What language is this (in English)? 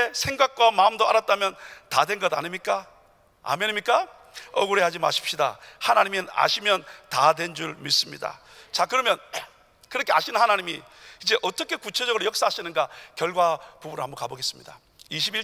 Korean